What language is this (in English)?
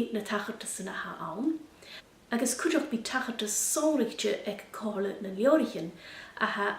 Scottish Gaelic